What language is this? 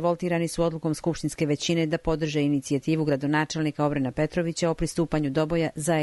Serbian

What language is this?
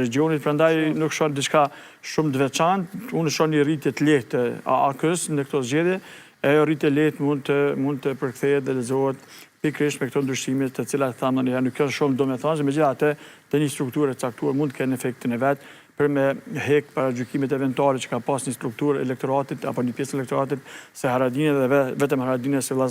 Albanian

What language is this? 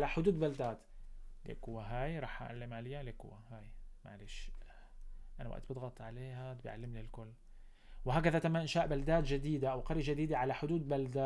North Levantine Arabic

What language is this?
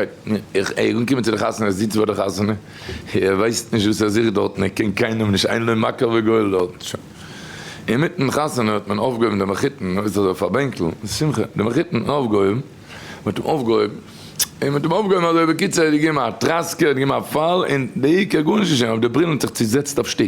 Yiddish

